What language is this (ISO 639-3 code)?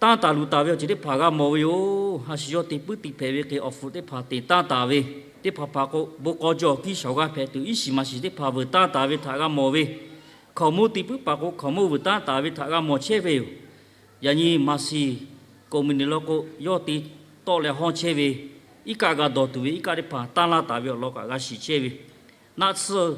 lhu